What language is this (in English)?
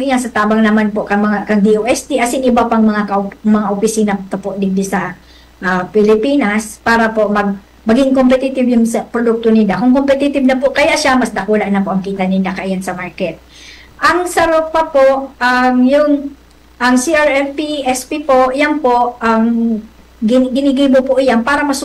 Bikol